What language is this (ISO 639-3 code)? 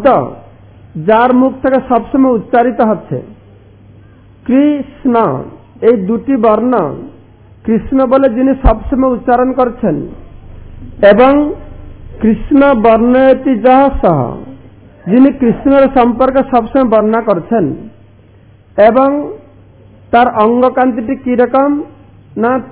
ben